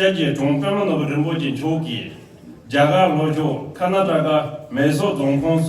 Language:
Tibetan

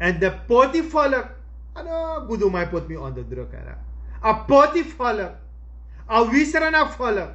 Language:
Sranan Tongo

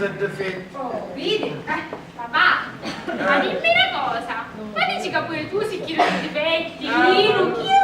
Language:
Sicilian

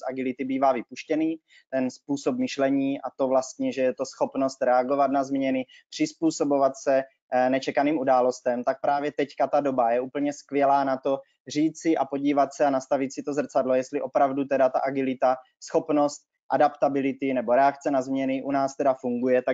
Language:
Czech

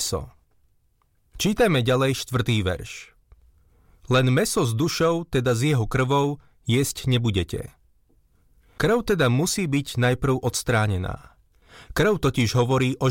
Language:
Slovak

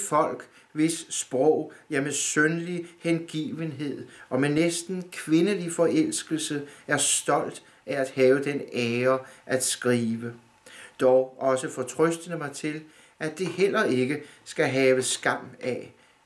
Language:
Danish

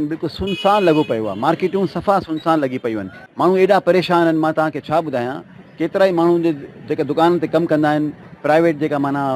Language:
Sindhi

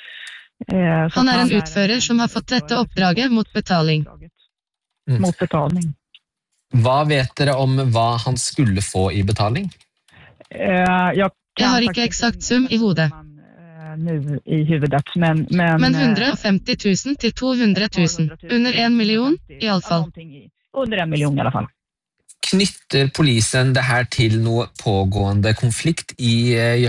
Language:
Norwegian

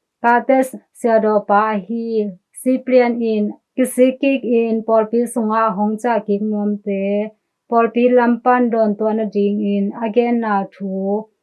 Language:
Tedim Chin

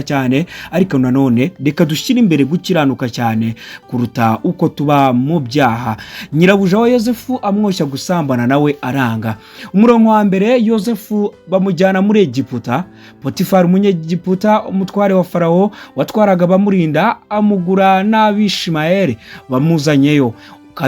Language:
Kinyarwanda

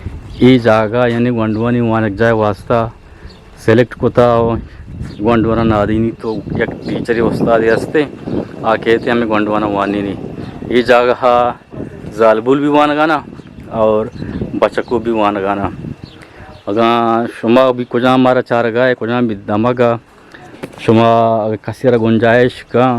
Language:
Eastern Balochi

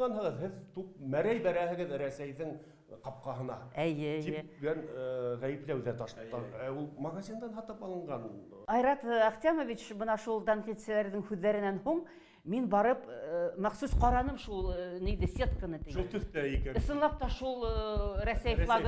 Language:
Bashkir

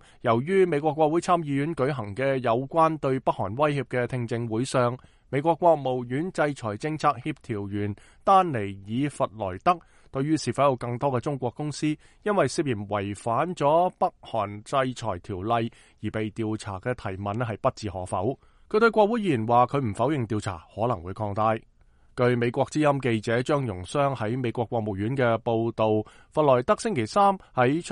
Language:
Cantonese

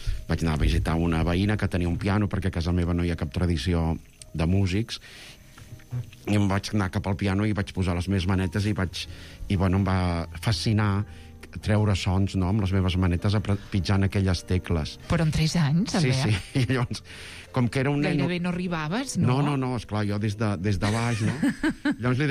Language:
Catalan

